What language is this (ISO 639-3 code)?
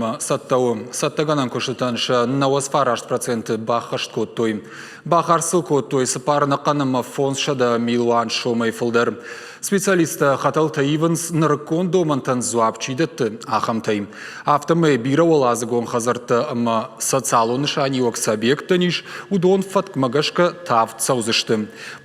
oss